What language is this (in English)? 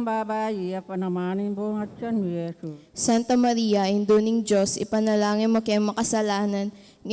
Pampanga